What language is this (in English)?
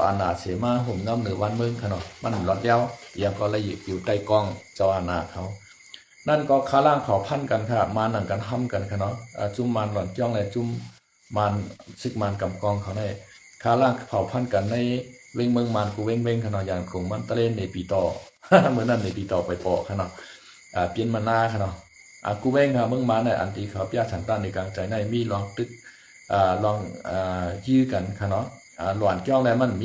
Shan